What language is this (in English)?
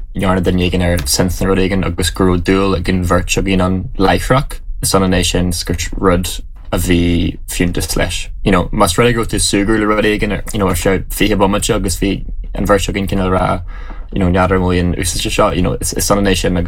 Irish